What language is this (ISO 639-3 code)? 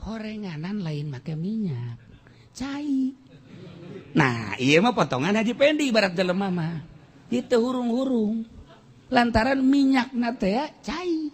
sun